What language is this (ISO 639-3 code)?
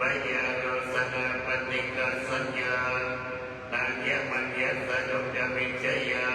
pli